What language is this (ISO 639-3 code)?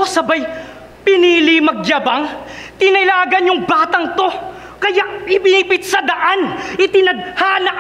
fil